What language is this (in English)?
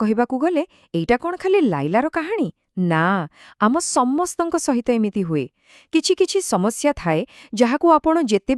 Odia